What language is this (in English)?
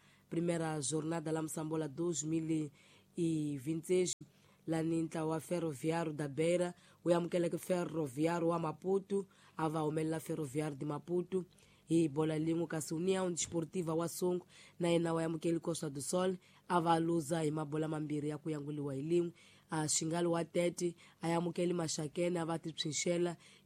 Tsonga